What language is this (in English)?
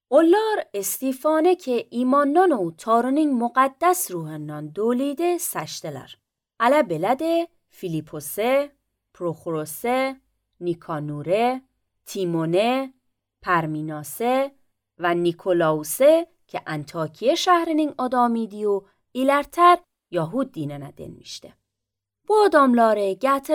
Azerbaijani